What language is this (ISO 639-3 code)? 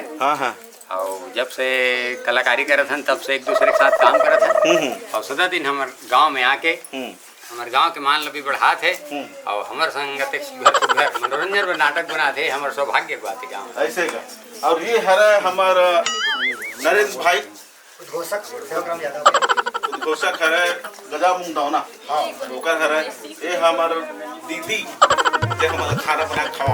hne